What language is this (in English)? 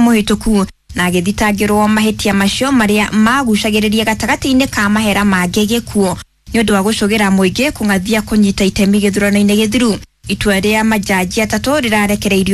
Kikuyu